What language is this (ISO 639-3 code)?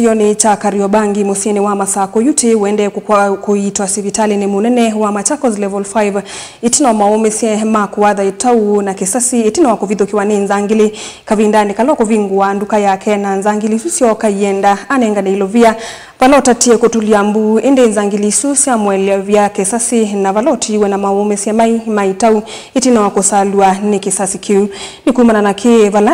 kam